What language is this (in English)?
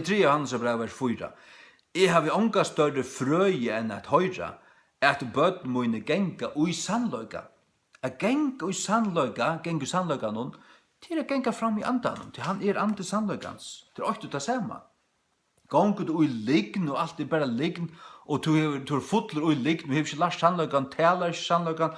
Faroese